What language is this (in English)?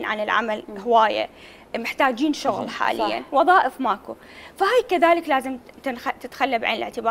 Mesopotamian Arabic